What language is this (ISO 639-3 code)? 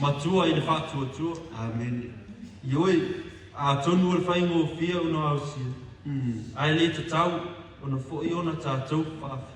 smo